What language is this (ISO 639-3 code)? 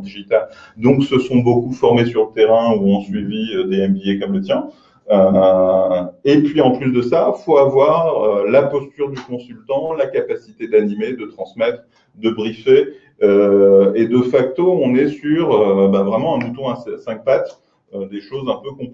fra